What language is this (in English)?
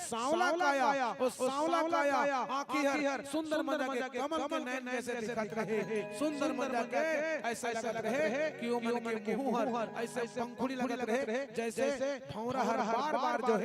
Chhattisgarhi